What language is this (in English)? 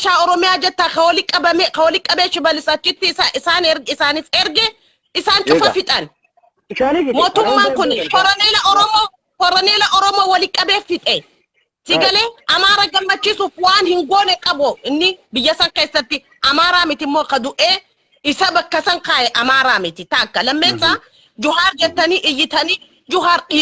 Oromo